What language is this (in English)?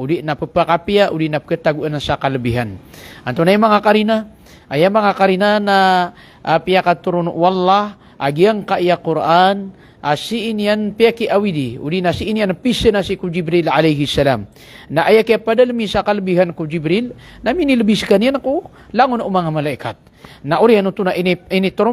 Maranao